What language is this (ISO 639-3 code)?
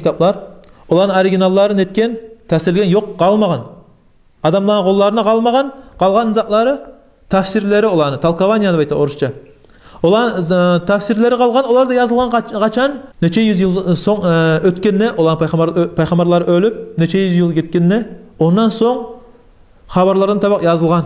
kum